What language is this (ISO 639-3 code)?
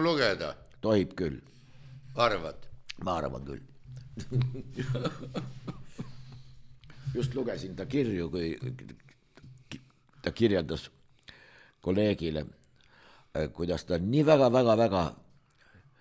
est